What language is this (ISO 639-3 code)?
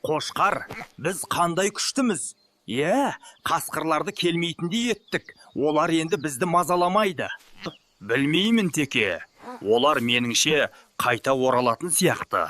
kaz